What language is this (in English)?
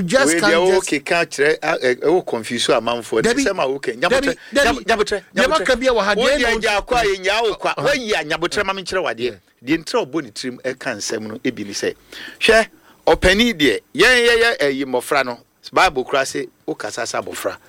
Akan